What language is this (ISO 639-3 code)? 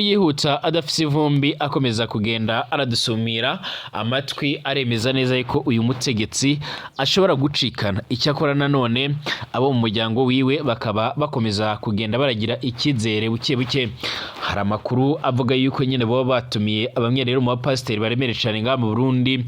run